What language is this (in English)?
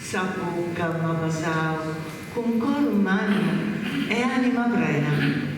Sardinian